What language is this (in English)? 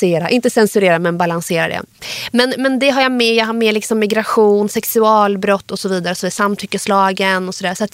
Swedish